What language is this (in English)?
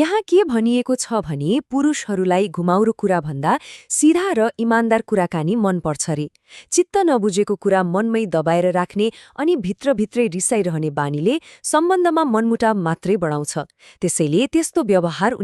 Nepali